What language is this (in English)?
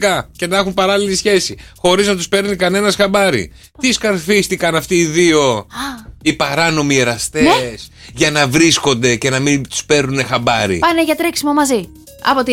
Greek